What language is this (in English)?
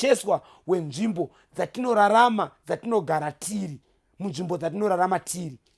Shona